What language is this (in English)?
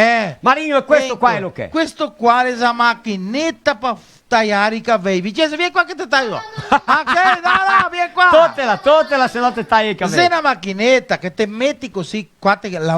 Venetian